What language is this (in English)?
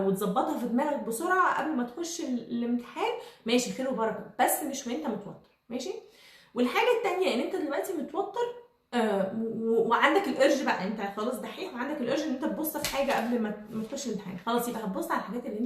Egyptian Arabic